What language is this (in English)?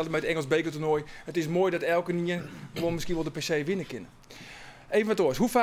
Western Frisian